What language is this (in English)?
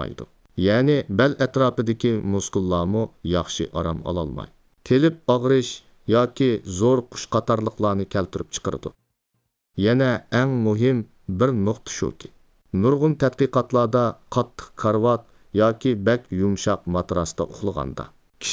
Uyghur